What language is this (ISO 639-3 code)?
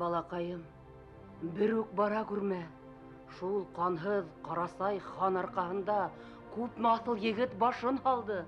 bak